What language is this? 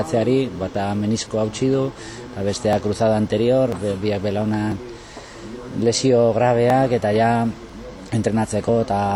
Basque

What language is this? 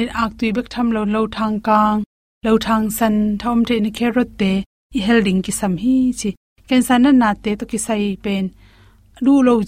Tedim Chin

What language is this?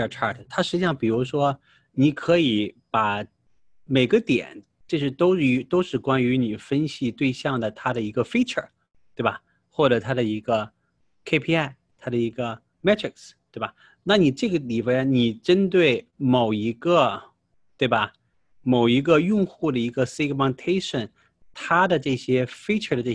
Chinese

